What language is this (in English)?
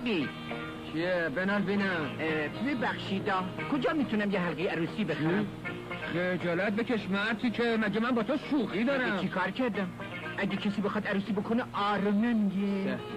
Persian